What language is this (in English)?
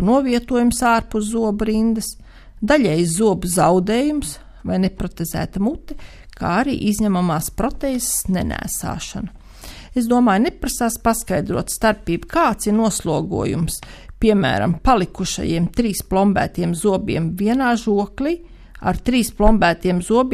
Latvian